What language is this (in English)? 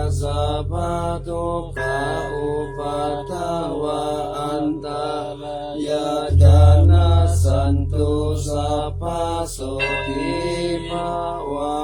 Pali